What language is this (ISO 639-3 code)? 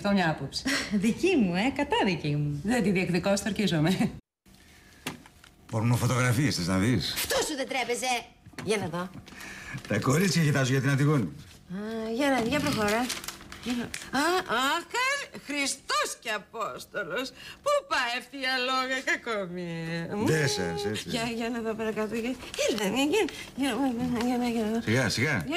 ell